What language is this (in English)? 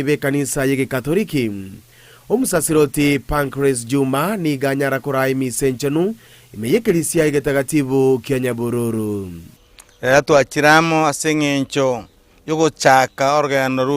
Gusii